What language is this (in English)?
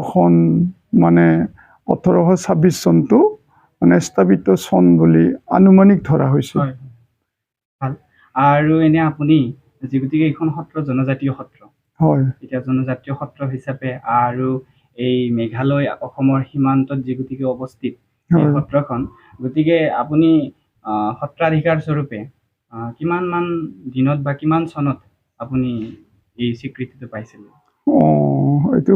Assamese